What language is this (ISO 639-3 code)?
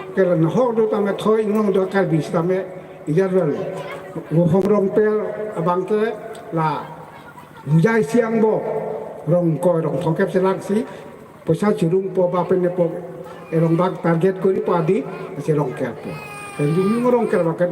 mjw